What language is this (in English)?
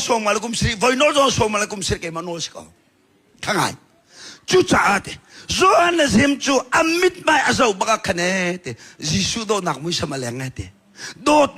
Hakha Chin